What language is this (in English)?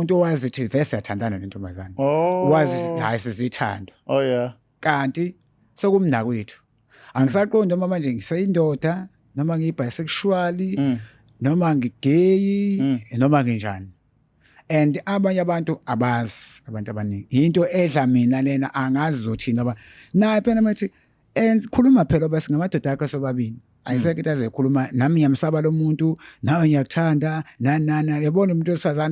Zulu